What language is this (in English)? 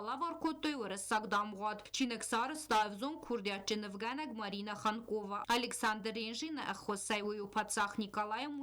Ossetic